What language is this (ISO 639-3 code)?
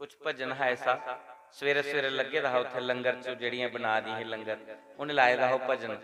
doi